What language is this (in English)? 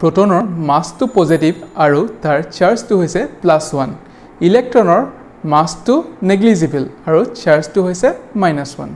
Assamese